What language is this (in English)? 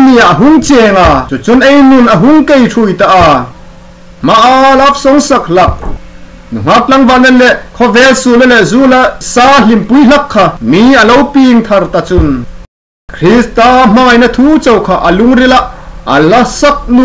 Hmar